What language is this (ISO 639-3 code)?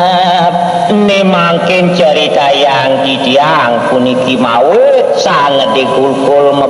ban